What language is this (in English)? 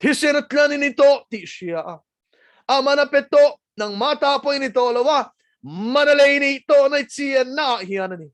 Mizo